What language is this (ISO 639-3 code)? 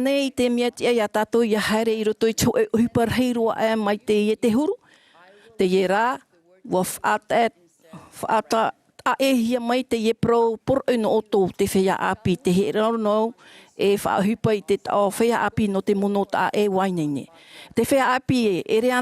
tah